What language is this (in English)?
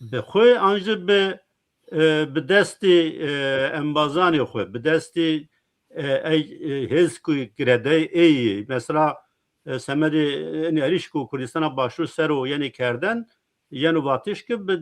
Zaza